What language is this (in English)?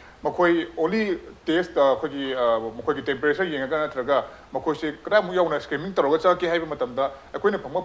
Manipuri